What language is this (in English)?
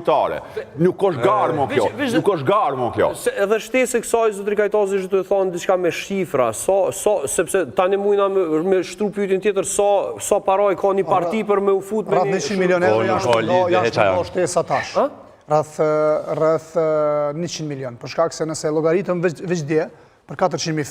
Albanian